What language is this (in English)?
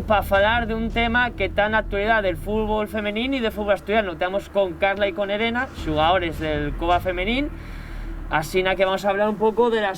Asturian